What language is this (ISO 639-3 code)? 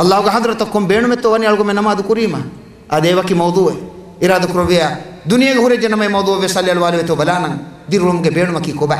div